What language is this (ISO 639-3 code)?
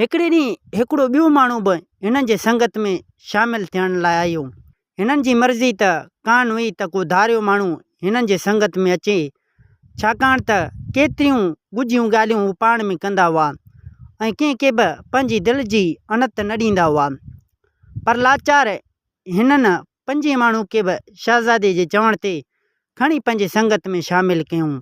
snd